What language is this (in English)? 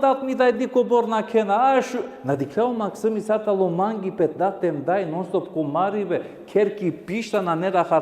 Balkan Romani